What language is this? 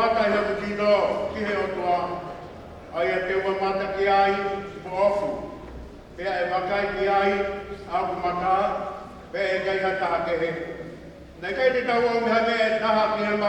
Tongan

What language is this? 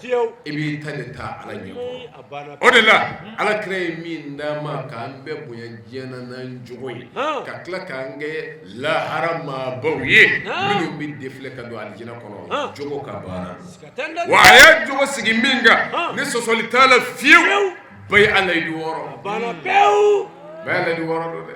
Bambara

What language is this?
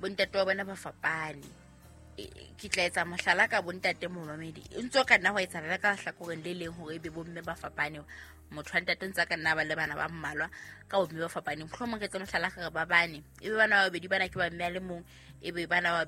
Southern Sotho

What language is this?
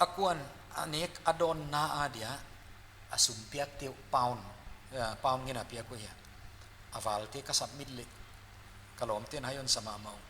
Paite Chin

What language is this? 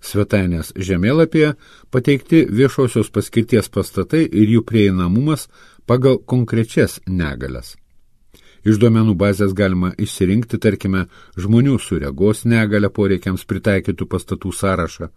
Lithuanian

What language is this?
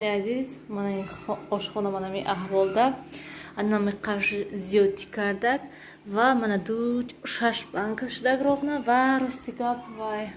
Tajik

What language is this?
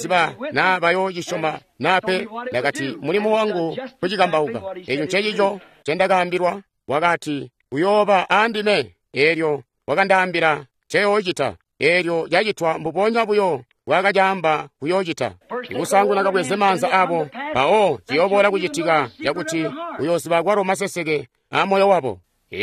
Tonga (Zambia)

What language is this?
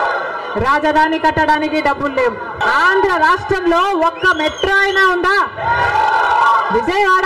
Telugu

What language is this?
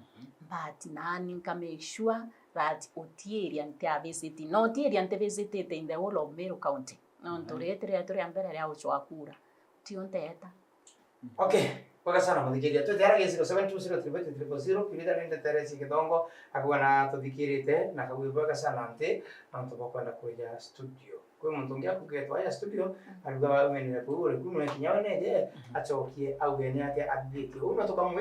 Meru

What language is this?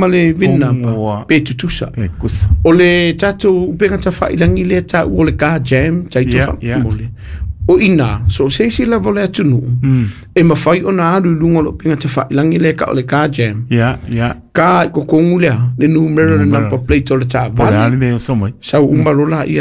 Samoan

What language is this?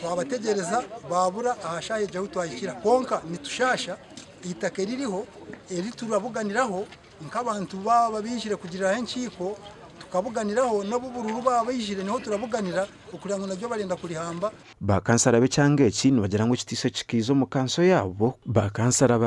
Nyankole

